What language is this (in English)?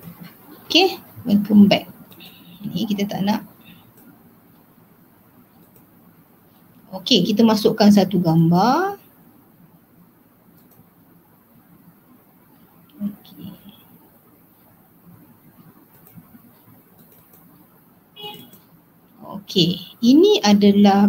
Malay